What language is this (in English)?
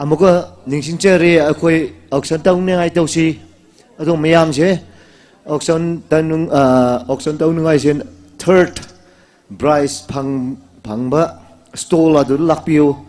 Tangkhul Naga (India)